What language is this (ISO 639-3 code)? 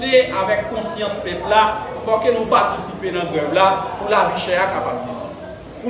hat